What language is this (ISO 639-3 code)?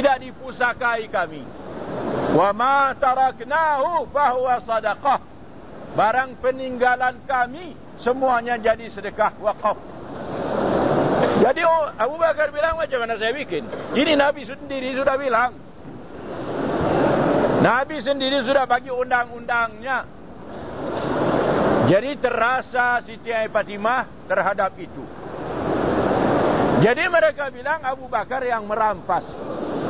msa